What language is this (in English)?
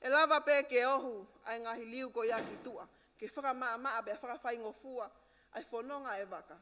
Tongan